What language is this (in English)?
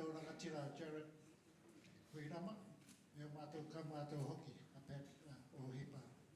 Māori